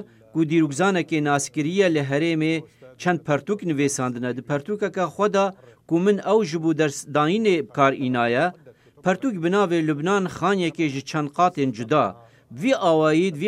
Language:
Kurdish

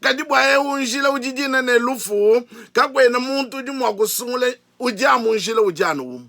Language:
Luba-Lulua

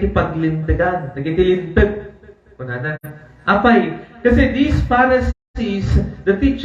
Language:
Iloko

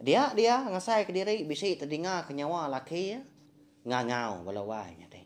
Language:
Iban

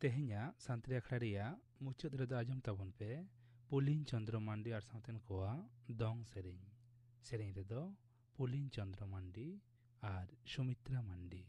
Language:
Santali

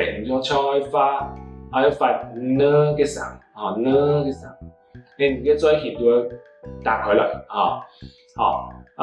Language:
Hakka Chinese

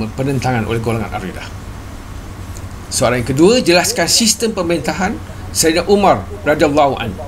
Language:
Malay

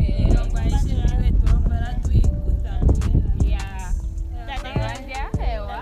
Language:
Ndonga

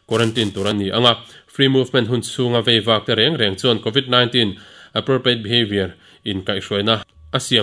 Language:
Mizo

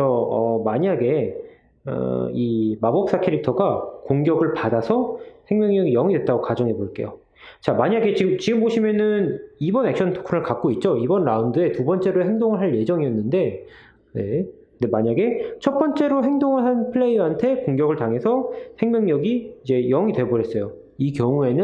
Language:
Korean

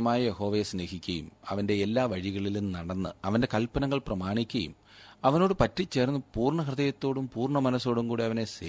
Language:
Malayalam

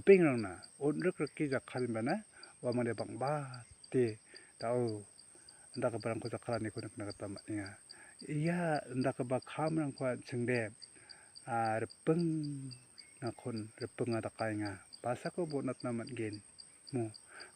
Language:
Garo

